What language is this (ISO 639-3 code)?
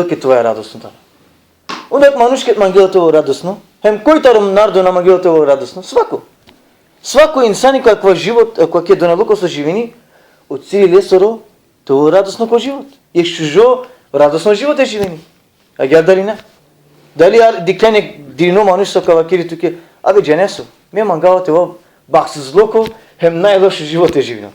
rmn